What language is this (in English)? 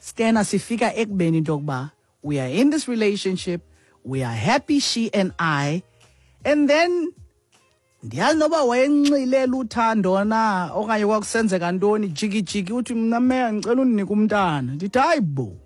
Xhosa